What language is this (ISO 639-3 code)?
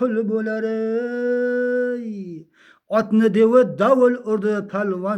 uzb